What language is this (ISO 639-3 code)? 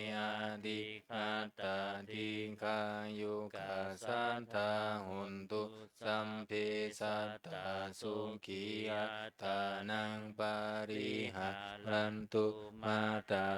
pli